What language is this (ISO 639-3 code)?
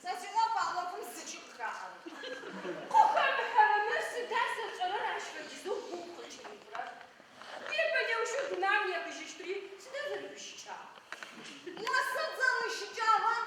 ady